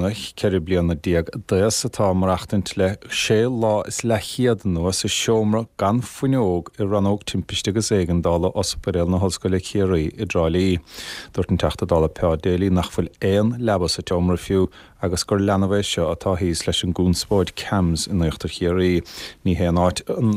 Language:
Irish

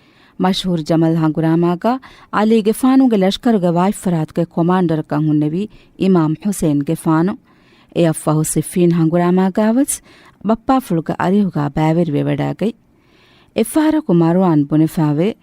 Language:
Divehi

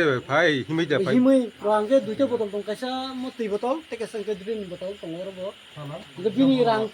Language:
Kok Borok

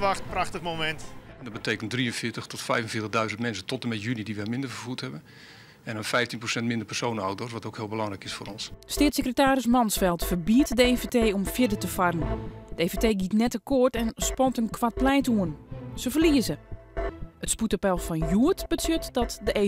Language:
Western Frisian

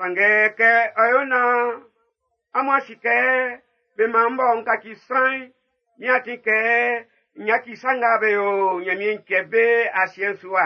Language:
Baoulé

